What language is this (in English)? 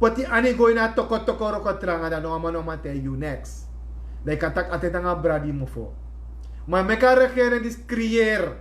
Sranan Tongo